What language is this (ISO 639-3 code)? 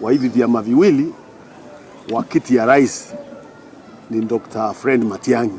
guz